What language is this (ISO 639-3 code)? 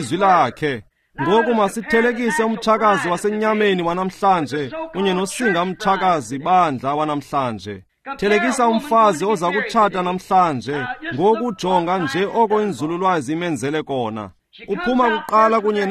xho